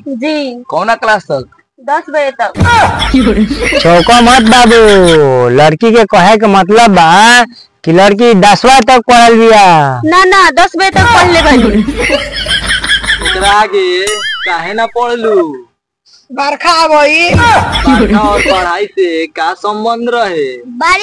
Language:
Bhojpuri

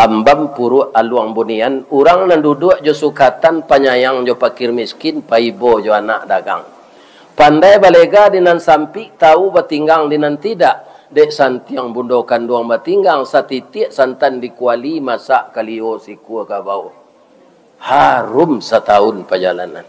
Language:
Minangkabau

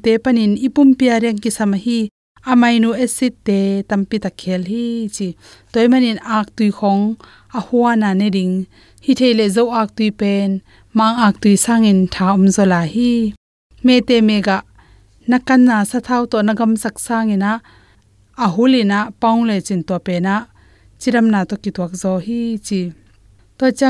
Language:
Tedim Chin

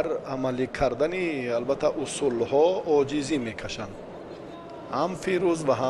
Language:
Tajik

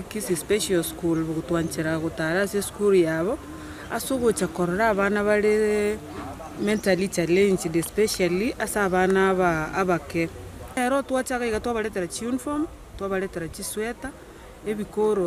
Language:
Gusii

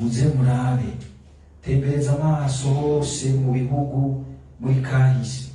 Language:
Rundi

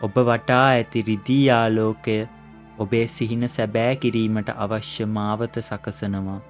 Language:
Sinhala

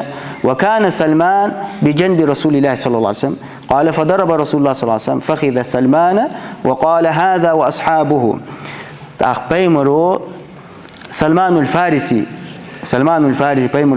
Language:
Ingush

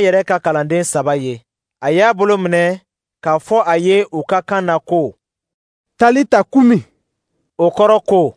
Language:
Dyula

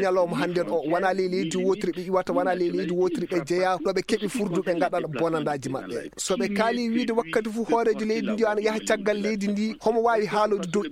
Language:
Fula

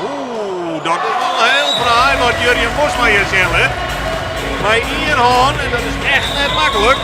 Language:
Western Frisian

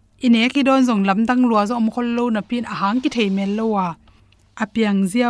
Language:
Tedim Chin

